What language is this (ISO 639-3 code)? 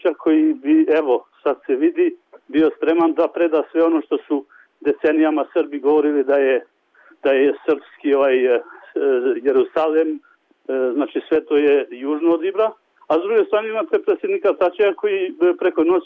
bos